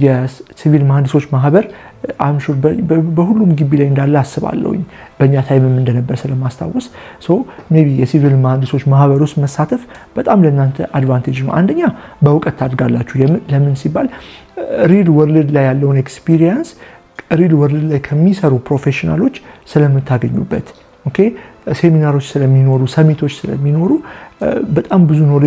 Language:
Amharic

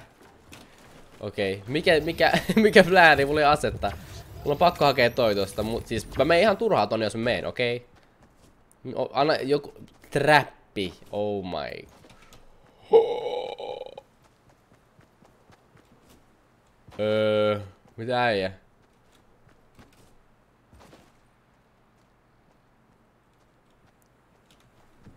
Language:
Finnish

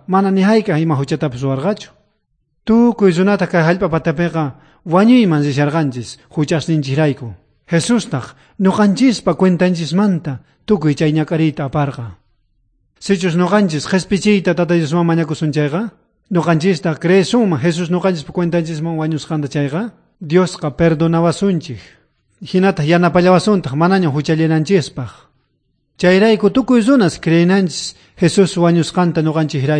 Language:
South Bolivian Quechua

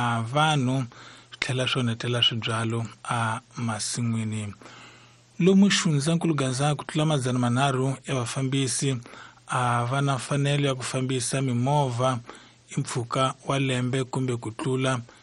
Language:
Tsonga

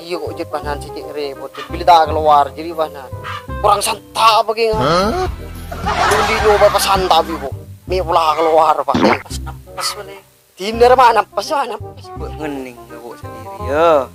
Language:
Madurese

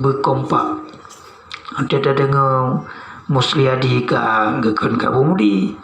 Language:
Achinese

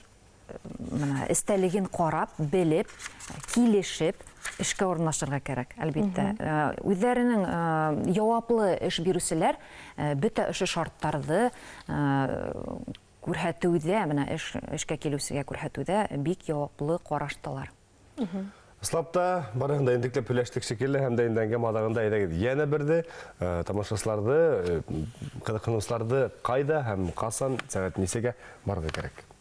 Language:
Bashkir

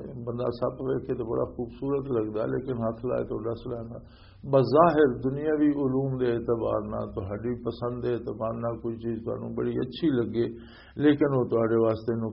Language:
Western Panjabi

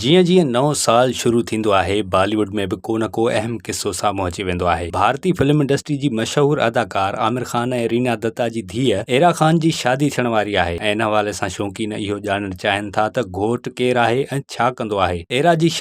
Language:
Sindhi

